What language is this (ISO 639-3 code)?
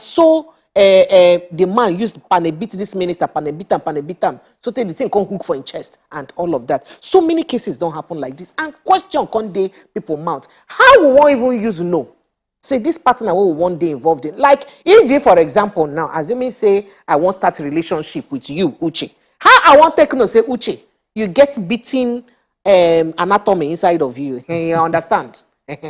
pcm